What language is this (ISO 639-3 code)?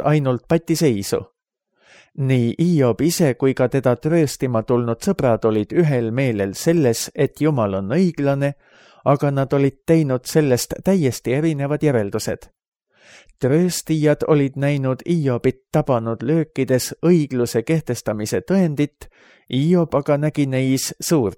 est